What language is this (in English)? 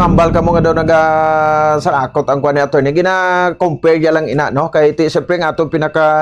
Hiligaynon